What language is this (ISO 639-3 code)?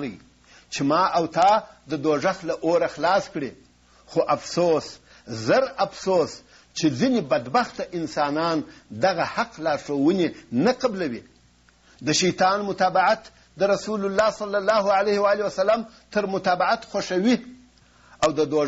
pus